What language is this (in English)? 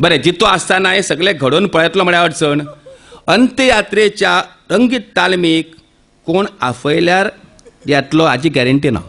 Konkani